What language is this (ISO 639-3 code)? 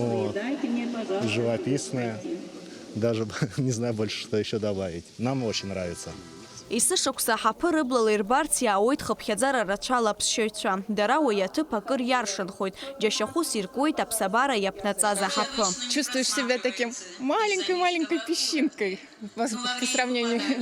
abk